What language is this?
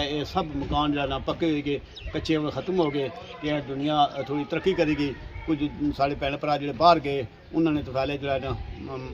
Pahari-Potwari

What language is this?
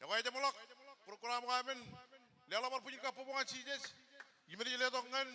Marshallese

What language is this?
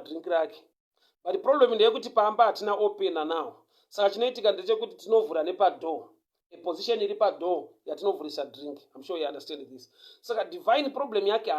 Shona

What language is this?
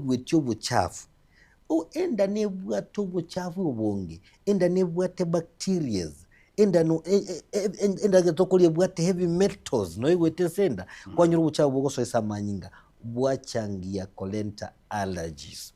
Gusii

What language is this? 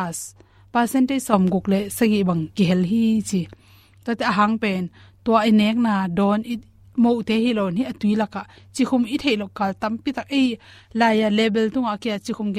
Tedim Chin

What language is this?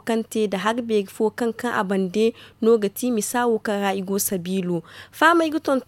Zarma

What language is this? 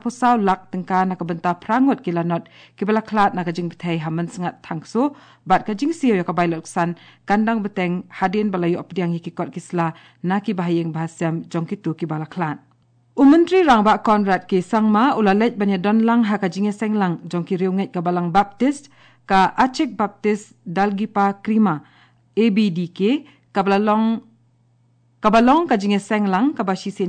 Khasi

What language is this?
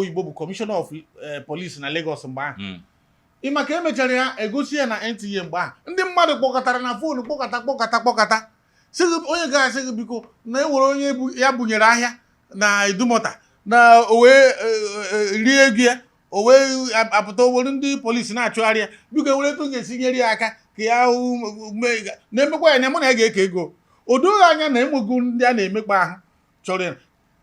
Igbo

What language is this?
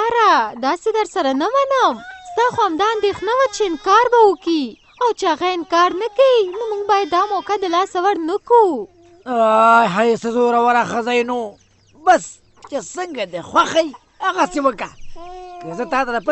Pashto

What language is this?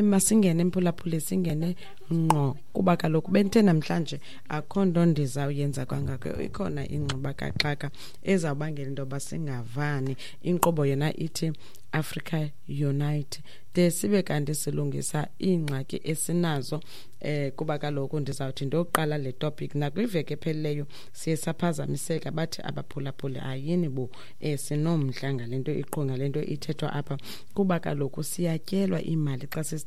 Xhosa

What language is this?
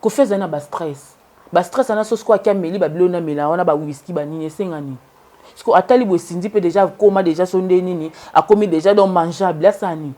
Lingala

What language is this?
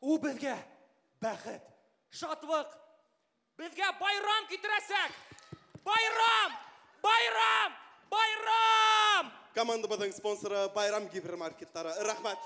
Bashkir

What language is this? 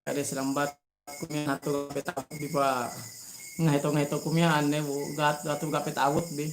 Yakan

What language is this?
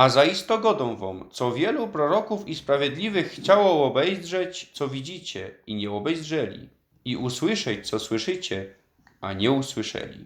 Silesian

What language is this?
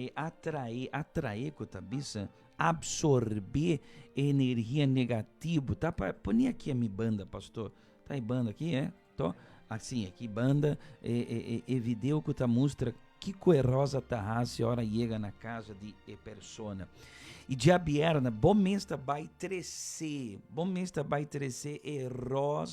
Papiamento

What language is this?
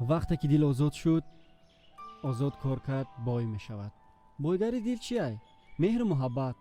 Tajik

